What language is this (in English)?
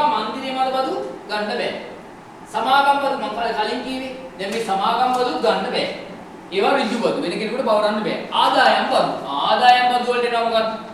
Sinhala